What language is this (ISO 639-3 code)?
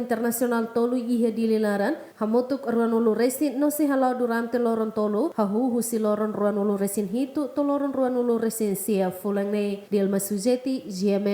tet